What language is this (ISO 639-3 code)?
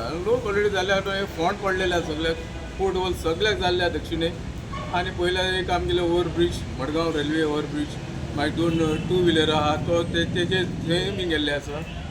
kok